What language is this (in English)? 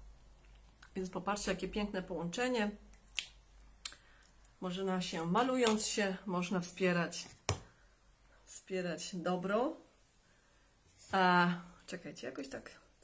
Polish